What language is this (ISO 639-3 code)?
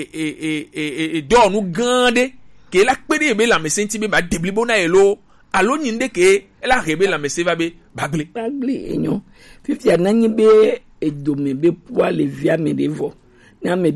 gej